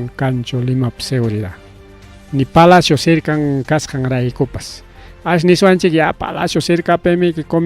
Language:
Ayacucho Quechua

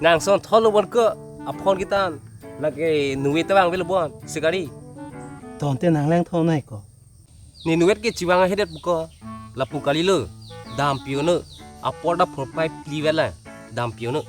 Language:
Karbi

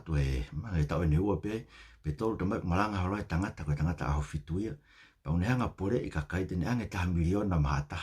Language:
Tongan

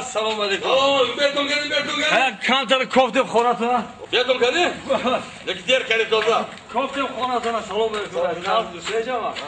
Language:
Tajik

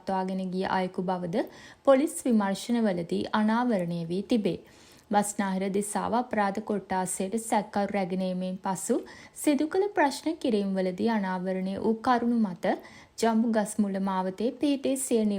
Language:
Sinhala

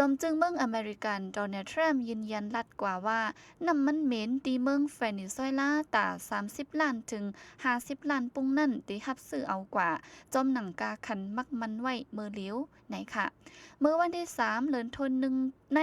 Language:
Shan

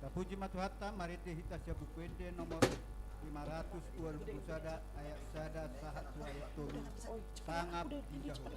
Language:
Batak Toba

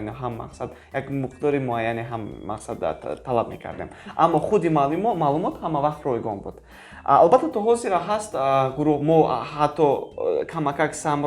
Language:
Tajik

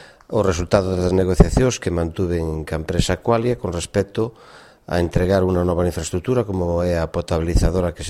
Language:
Galician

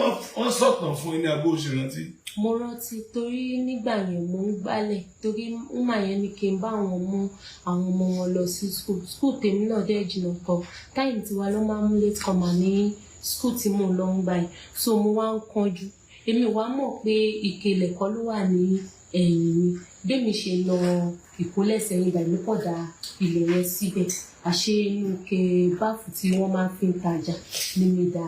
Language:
Yoruba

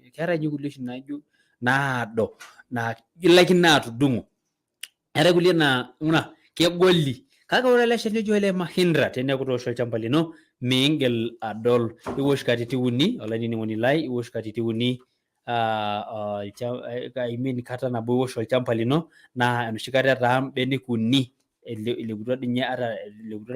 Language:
Masai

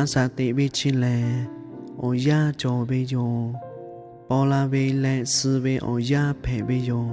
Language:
Lahu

